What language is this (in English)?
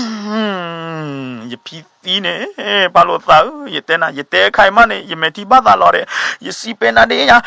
S'gaw Karen